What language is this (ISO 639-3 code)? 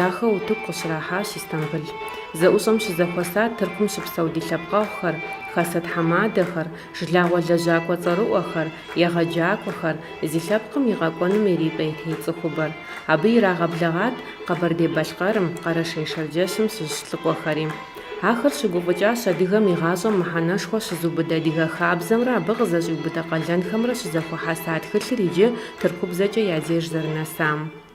kbd